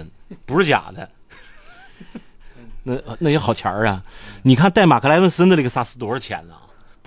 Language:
Chinese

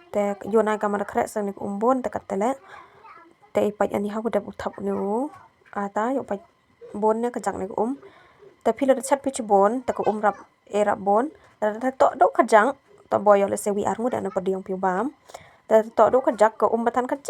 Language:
Khasi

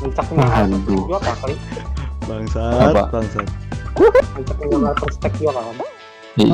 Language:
Banjar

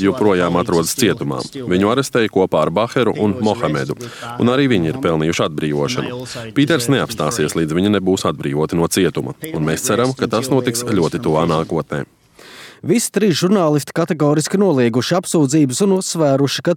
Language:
Latvian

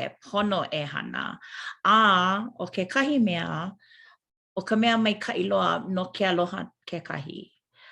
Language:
Hawaiian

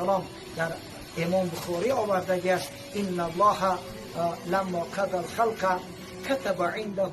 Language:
Persian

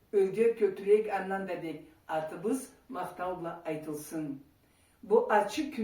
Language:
Karachay-Balkar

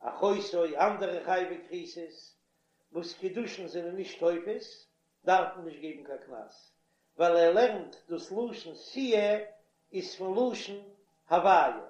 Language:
Yiddish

